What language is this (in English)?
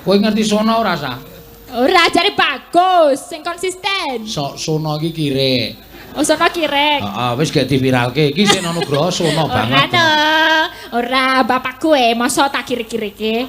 Javanese